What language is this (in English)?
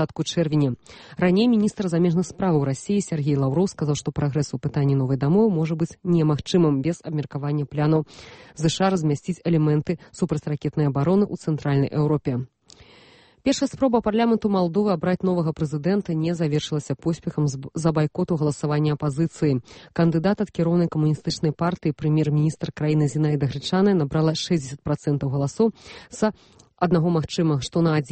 Belarusian